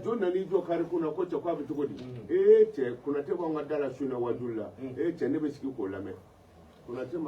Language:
Bambara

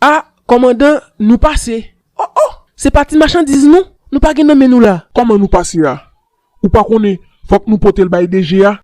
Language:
Haitian Creole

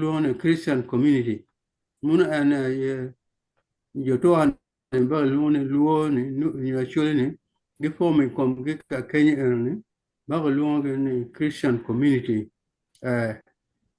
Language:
Acoli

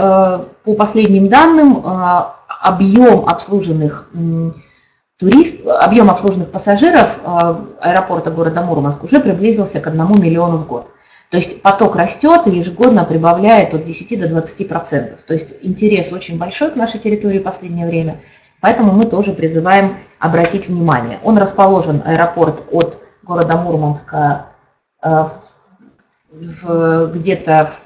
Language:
Russian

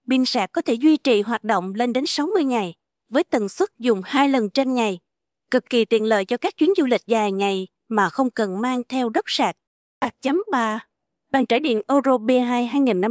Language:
Vietnamese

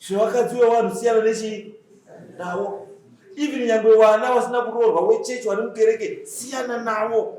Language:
Shona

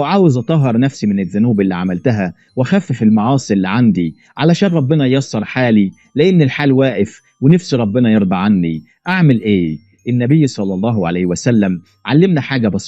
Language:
Egyptian Arabic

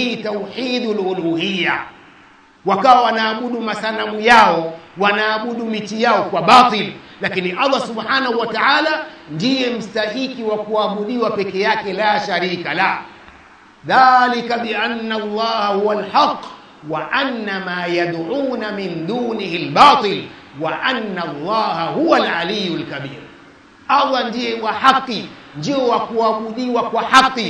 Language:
Swahili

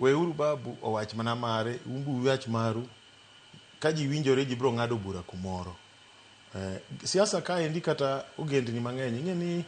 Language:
Luo (Kenya and Tanzania)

